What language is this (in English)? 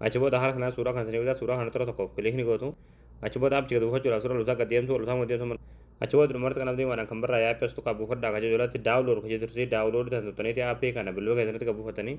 Oromo